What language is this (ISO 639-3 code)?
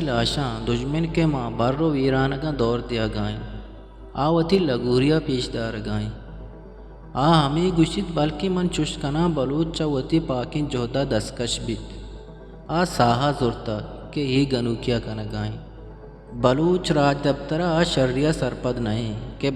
bgp